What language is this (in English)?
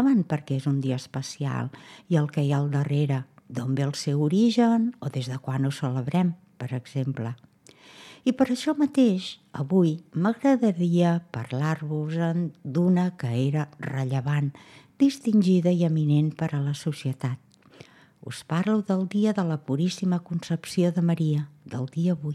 Catalan